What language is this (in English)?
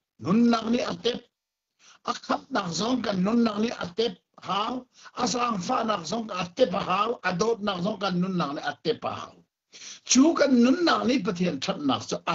Hakha Chin